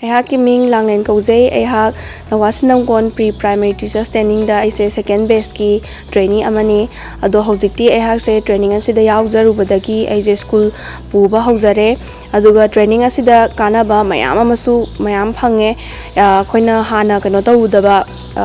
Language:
Manipuri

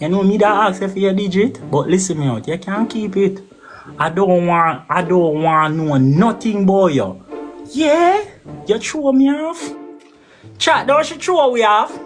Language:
Jamaican Creole English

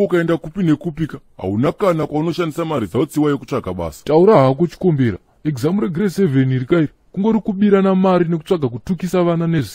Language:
Shona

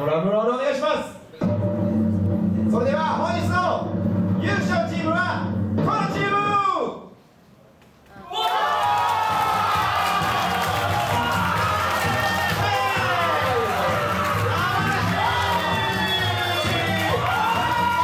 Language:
Japanese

